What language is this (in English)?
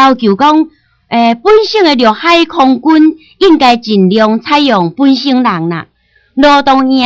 Min Nan Chinese